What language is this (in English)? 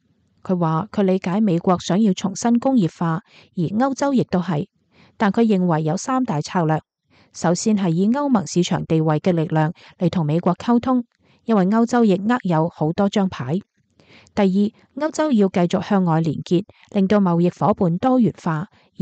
Cantonese